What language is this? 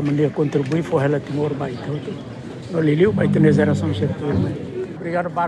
Tetum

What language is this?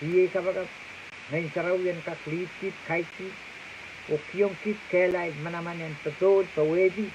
Pohnpeian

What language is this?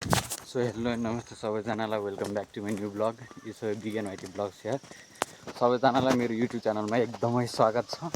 Nepali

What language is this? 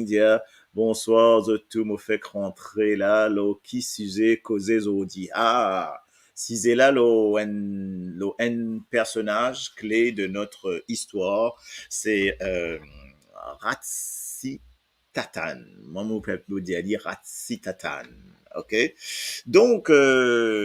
Morisyen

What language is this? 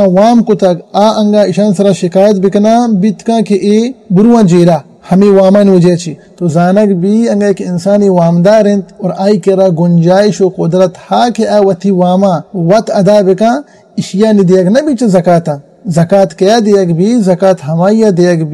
Baluchi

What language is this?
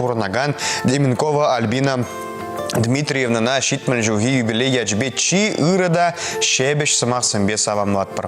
Chuvash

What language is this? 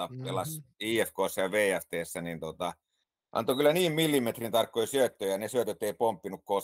Finnish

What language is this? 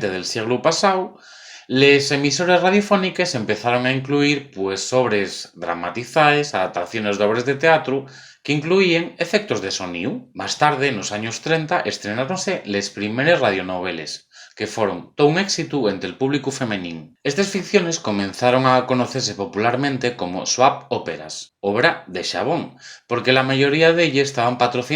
Asturian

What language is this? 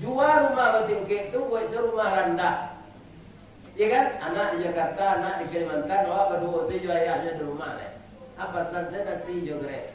Minangkabau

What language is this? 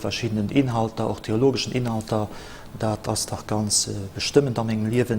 Luxembourgish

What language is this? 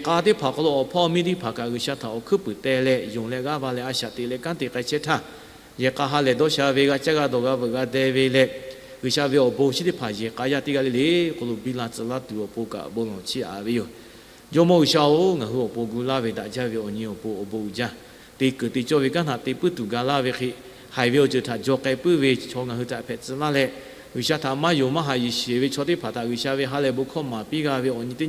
Lahu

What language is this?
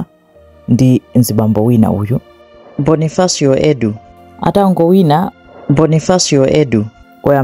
Nyanja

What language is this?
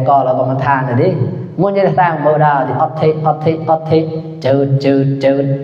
Mon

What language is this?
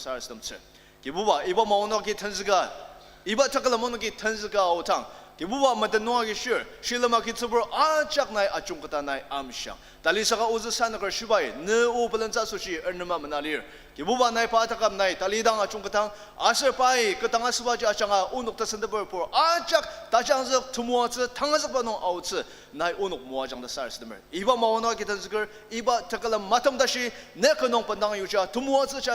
Ao Naga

